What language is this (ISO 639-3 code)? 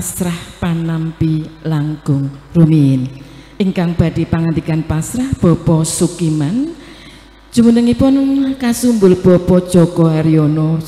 jav